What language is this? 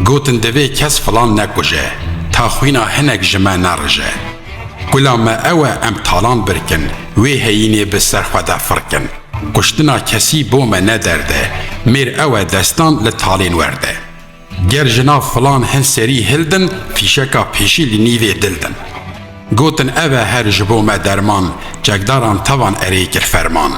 Kurdish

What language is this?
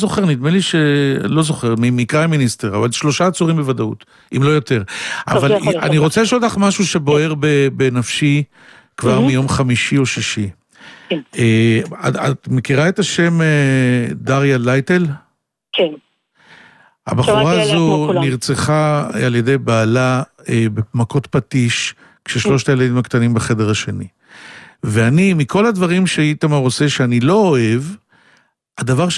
Hebrew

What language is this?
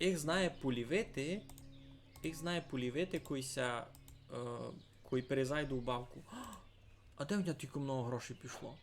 Rusyn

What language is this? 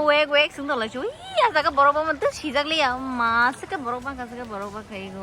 Kok Borok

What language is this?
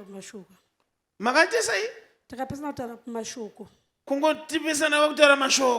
Shona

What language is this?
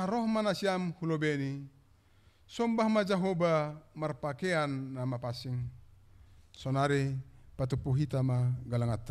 Batak Simalungun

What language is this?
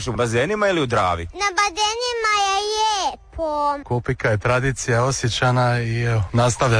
Croatian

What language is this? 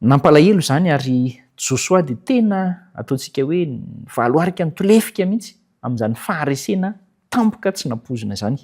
Malagasy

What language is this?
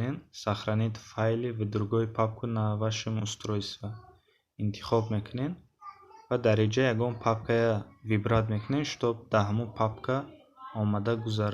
Tajik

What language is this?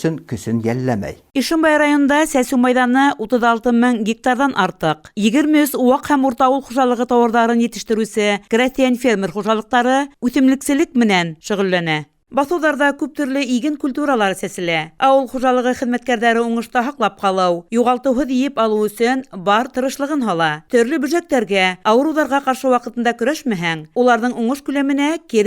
Bashkir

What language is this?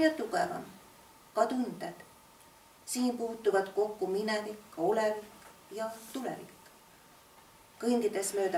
Estonian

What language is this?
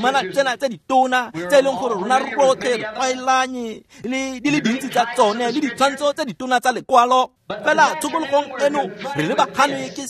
Tswana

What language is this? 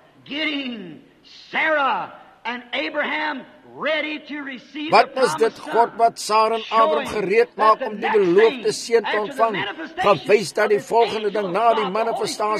Afrikaans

